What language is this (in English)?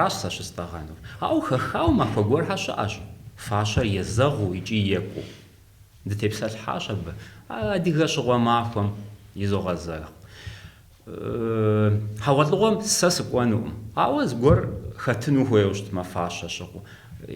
Kabardian